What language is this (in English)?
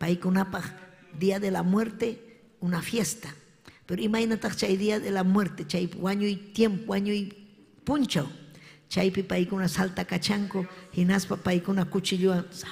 Ayacucho Quechua